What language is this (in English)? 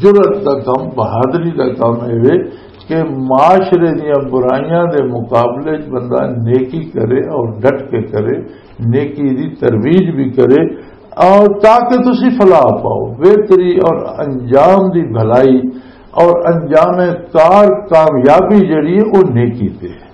Western Panjabi